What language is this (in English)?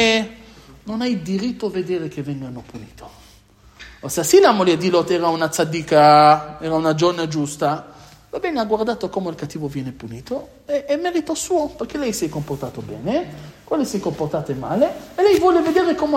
Italian